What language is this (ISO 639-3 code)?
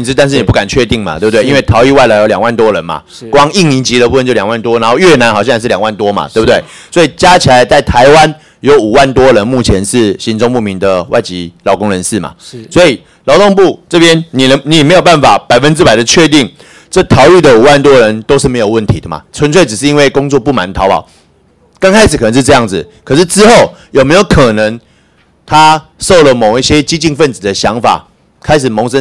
zho